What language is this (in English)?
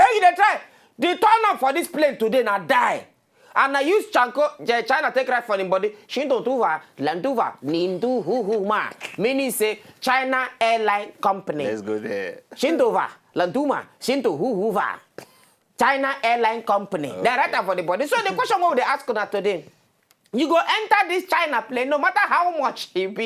Nigerian Pidgin